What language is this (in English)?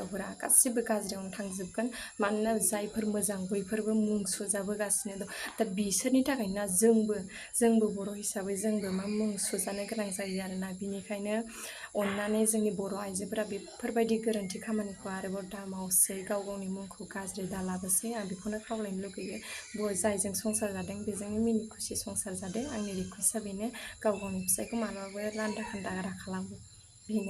Bodo